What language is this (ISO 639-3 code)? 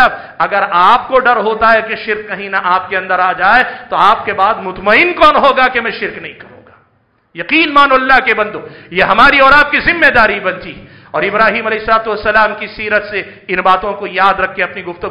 urd